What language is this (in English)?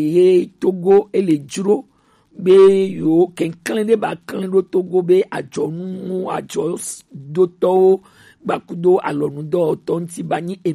Gen